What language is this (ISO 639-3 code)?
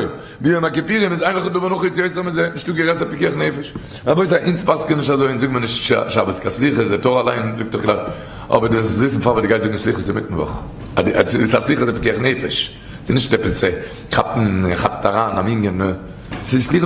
yid